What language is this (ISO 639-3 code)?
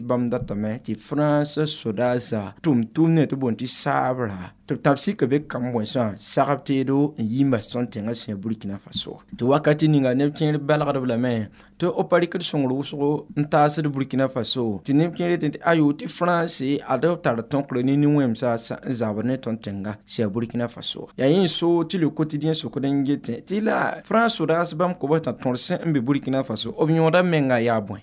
mos